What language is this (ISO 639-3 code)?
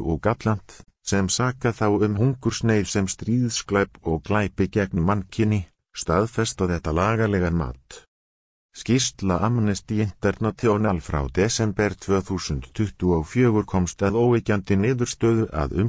isl